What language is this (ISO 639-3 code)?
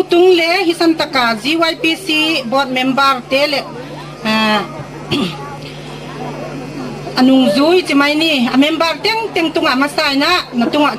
gnb